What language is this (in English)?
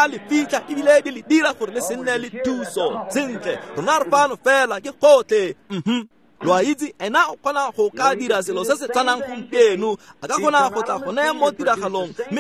Tswana